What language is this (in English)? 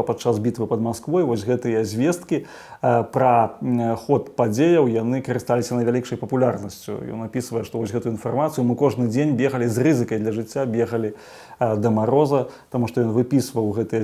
Belarusian